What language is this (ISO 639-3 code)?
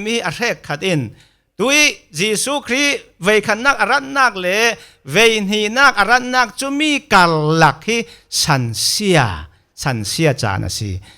cfm